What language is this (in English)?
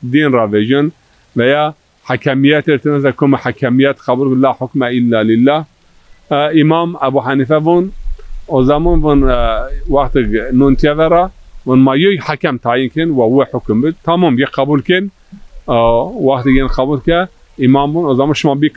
Zaza